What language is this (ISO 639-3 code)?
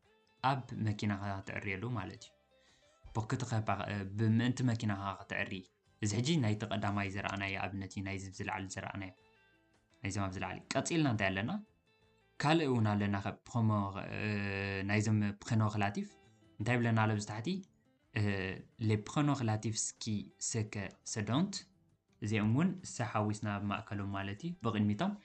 tir